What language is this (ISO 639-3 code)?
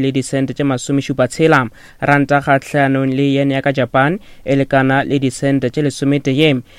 nso